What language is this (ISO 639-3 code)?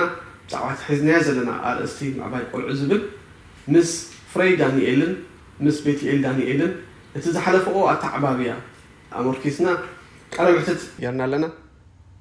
tir